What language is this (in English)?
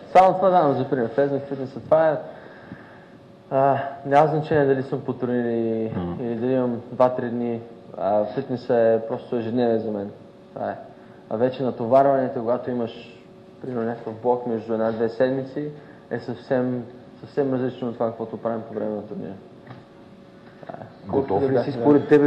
Bulgarian